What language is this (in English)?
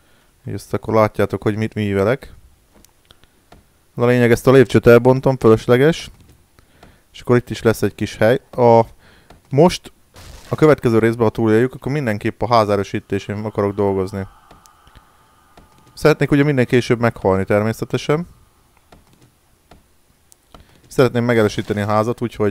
Hungarian